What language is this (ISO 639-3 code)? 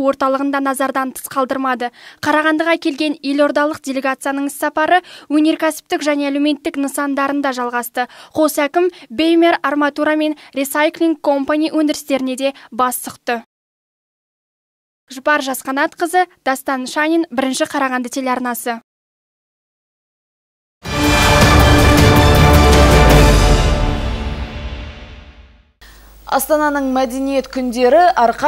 kaz